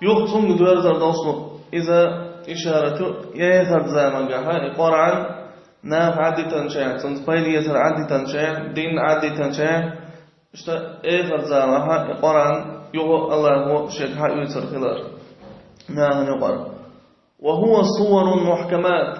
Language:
Chechen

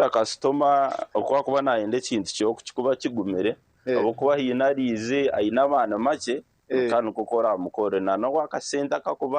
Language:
Nyankole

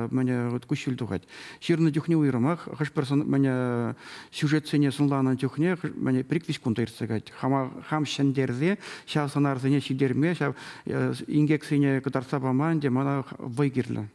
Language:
Chuvash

